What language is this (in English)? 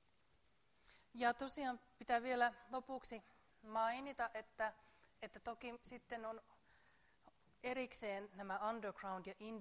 Finnish